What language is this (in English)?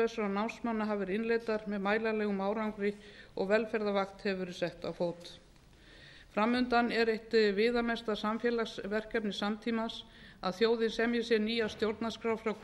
Icelandic